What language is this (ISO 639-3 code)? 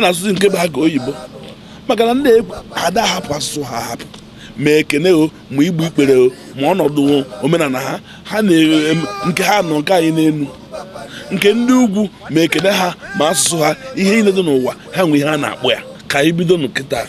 ibo